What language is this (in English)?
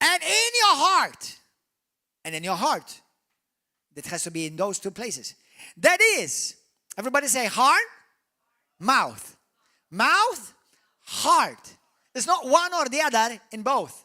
English